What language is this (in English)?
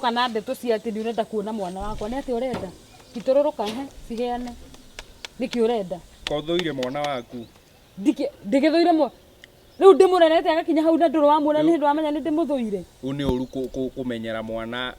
Kikuyu